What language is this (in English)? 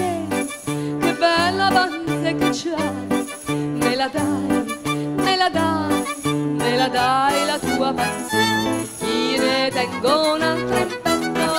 Neapolitan